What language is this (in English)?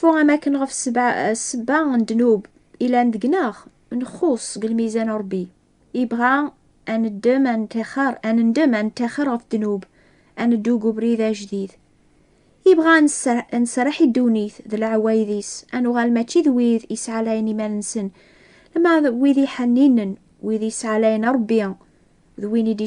Kabyle